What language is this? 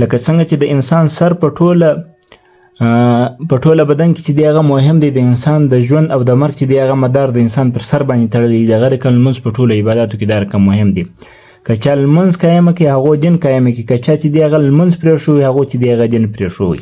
Pashto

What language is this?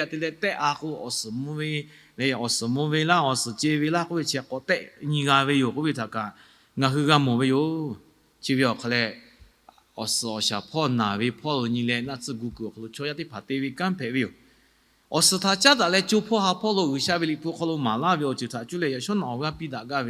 Lahu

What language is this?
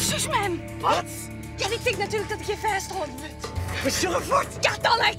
Western Frisian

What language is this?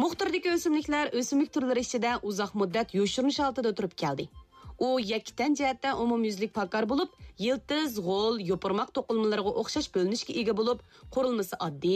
Uyghur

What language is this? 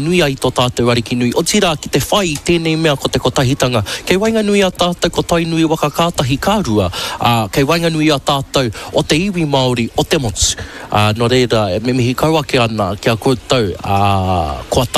Māori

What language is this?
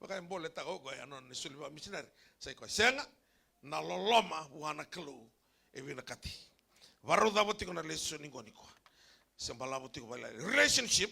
Fijian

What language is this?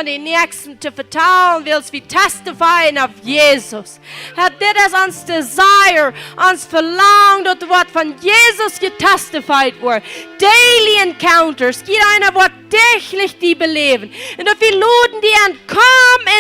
Plautdietsch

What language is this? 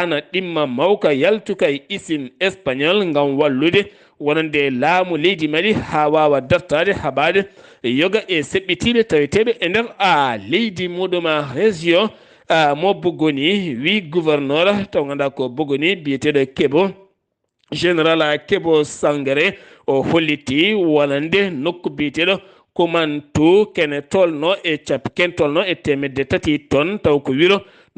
Fula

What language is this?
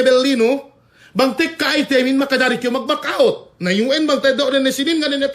Yakan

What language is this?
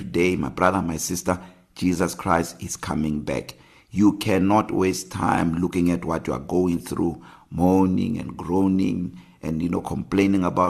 English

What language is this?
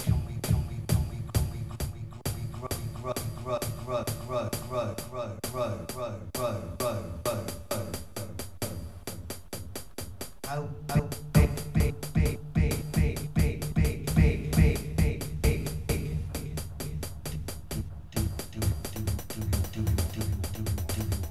English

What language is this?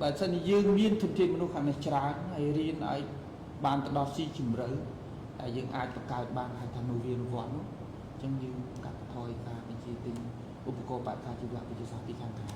Khmer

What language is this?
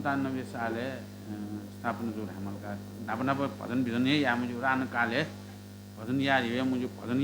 Newari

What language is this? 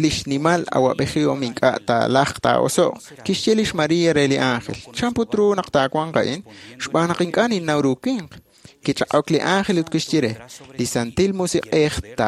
Kekchí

